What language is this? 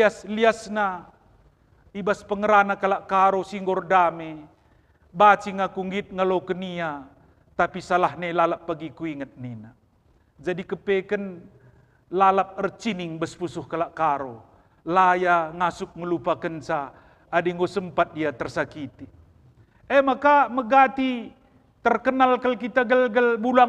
Batak Karo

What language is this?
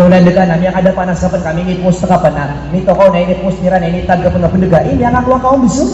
Maranao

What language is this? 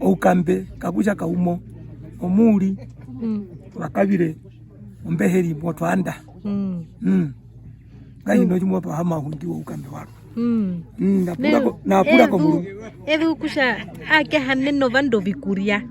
Herero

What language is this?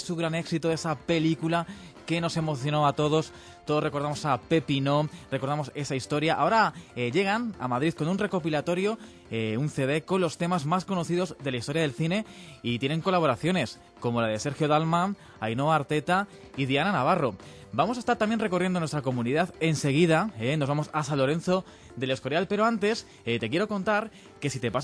Spanish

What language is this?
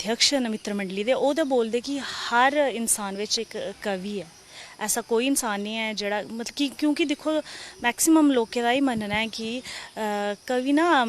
Dogri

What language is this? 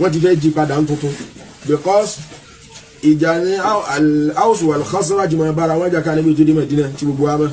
Yoruba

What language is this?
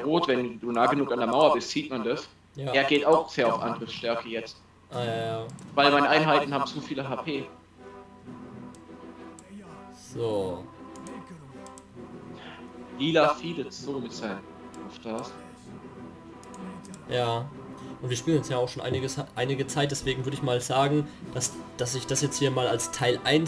German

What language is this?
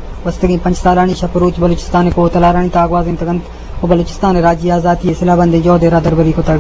Eastern Balochi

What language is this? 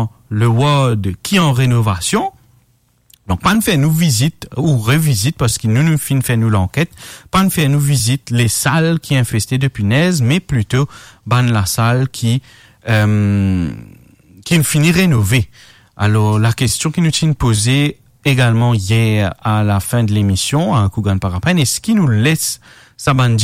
Morisyen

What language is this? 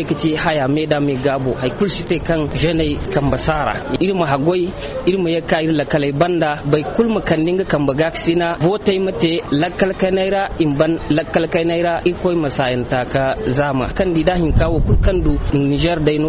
Zarma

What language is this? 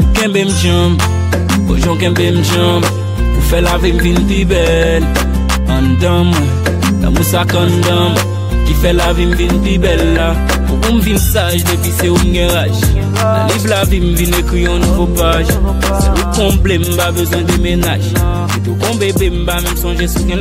Haitian Creole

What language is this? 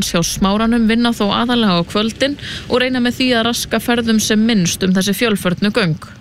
Icelandic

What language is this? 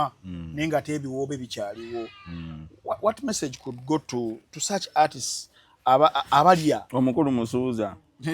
Ganda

